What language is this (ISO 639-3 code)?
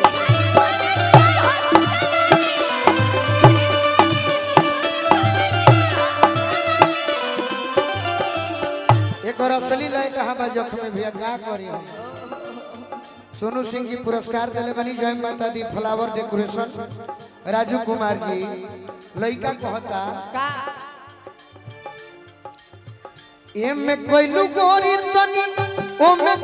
bho